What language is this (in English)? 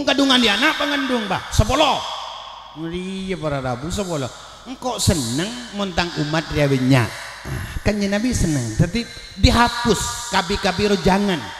Madurese